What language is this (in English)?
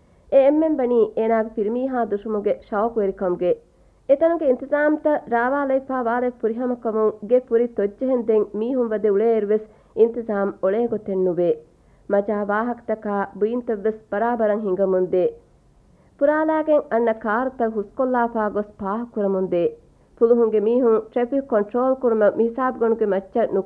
Divehi